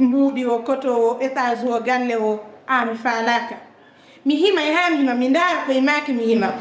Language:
Fula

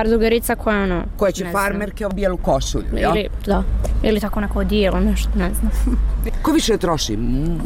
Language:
Bosnian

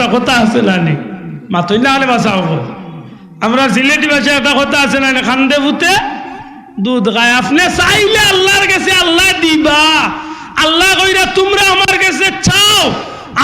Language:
Sylheti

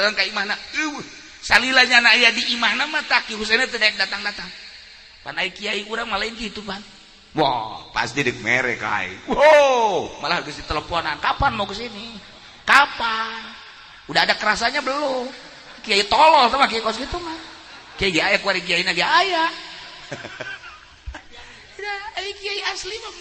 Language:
Sundanese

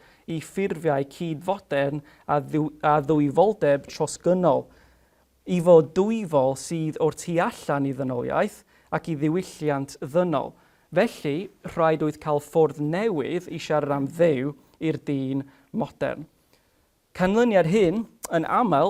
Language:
Welsh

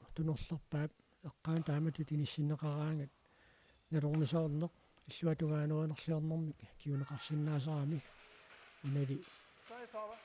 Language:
Kalaallisut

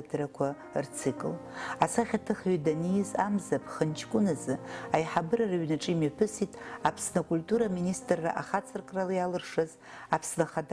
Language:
Abkhazian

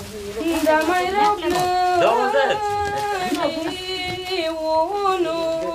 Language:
Romanian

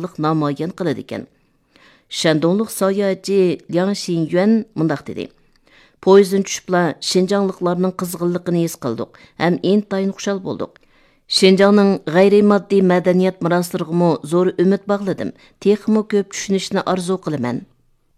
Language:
Uyghur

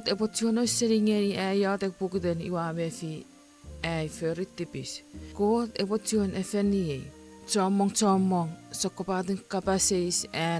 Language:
Chuukese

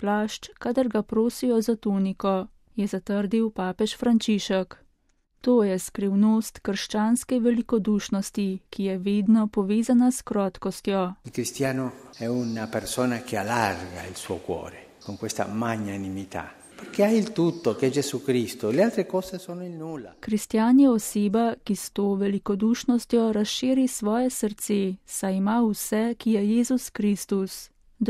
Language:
Slovenian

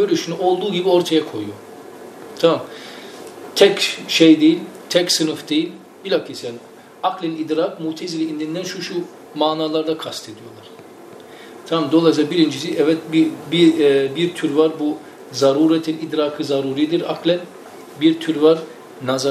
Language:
Turkish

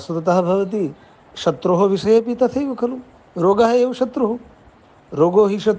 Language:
Sanskrit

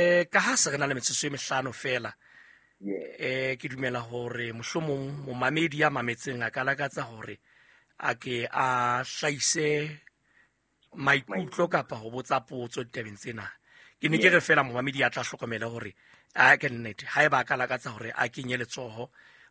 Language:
Southern Sotho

